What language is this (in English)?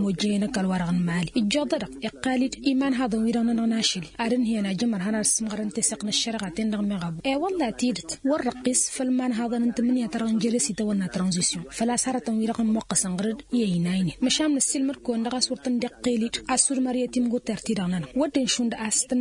Tamasheq